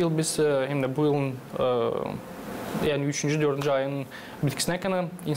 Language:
Gagauz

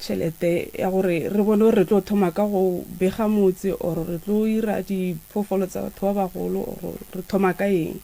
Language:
Northern Sotho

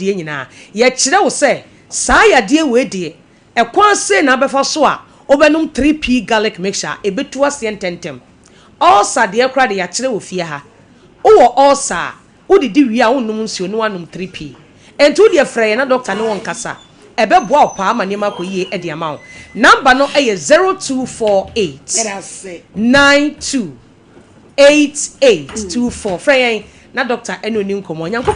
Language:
Akan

